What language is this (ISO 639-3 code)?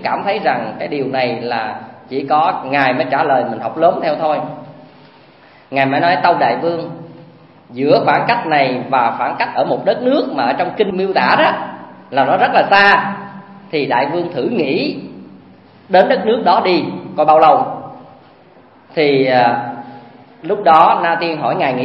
vie